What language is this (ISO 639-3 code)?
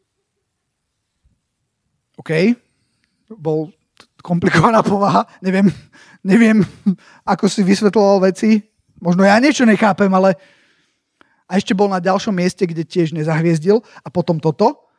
slk